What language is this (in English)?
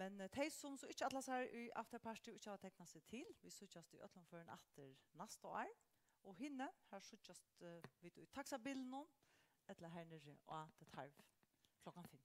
Faroese